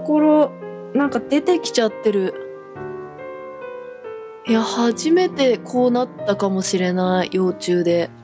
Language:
Japanese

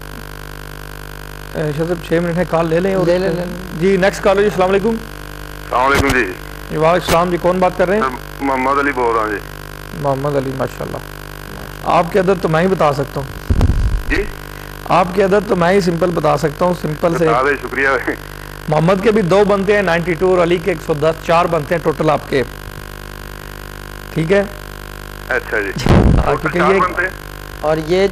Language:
Urdu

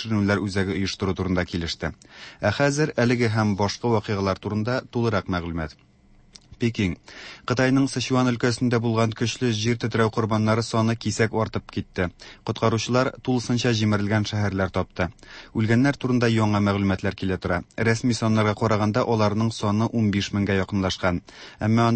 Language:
Tatar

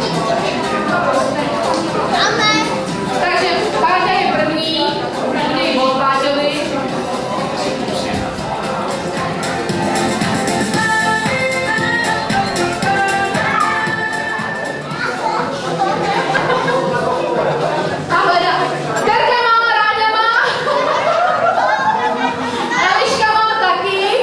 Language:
Czech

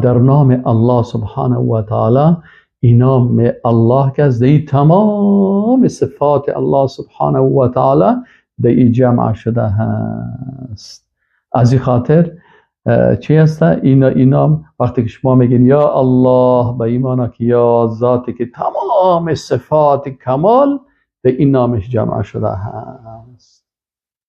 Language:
Persian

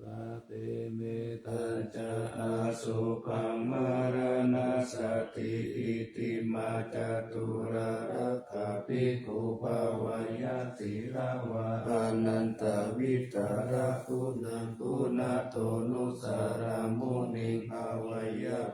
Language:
Pali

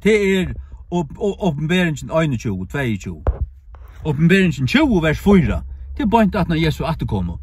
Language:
Faroese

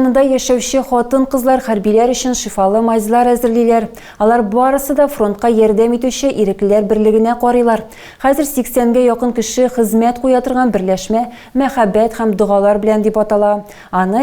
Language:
Tatar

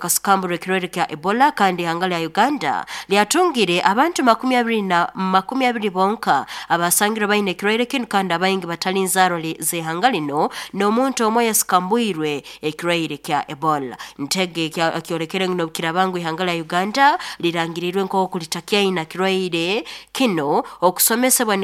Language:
Nyoro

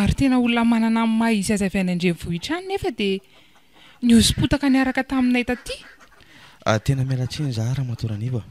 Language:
Malagasy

